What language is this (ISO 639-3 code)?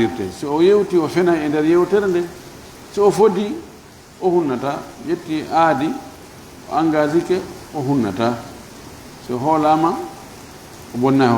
ful